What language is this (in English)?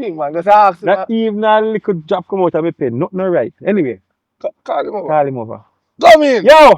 Jamaican Creole English